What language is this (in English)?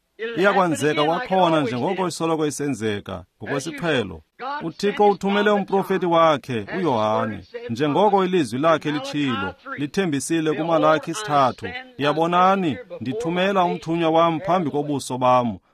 Xhosa